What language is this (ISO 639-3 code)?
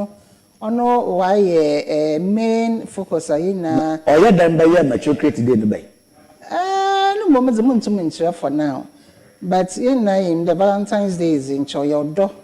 aka